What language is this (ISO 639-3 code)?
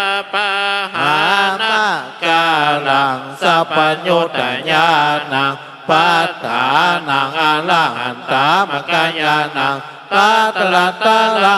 pli